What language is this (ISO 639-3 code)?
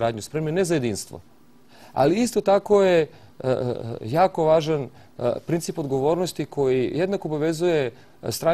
srp